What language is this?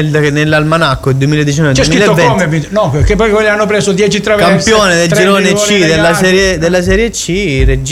Italian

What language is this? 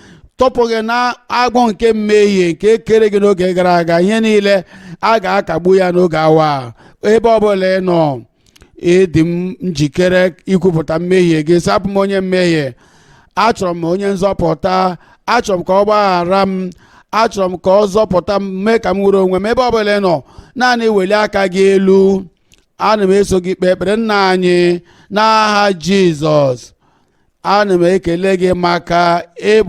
Igbo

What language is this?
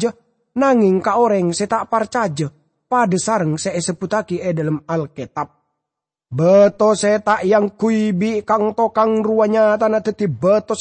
Madurese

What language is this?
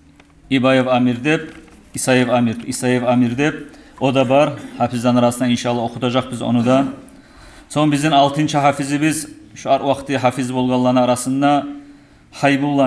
Kumyk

